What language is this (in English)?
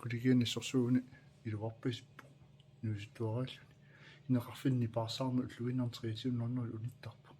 Kalaallisut